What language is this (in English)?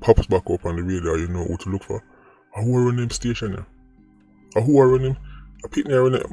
Jamaican Creole English